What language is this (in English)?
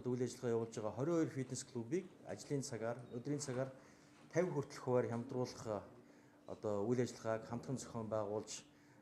Mongolian